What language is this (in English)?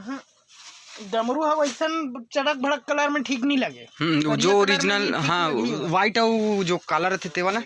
Chhattisgarhi